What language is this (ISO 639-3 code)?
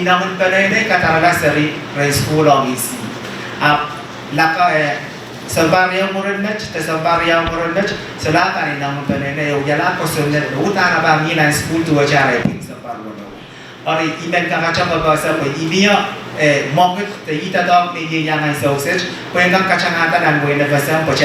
pon